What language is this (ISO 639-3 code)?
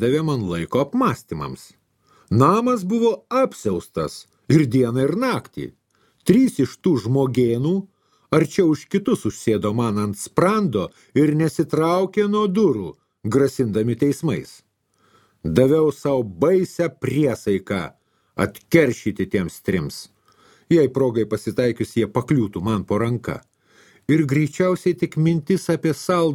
lit